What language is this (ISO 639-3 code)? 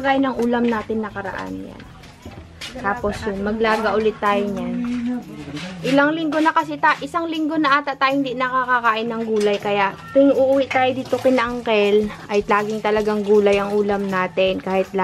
fil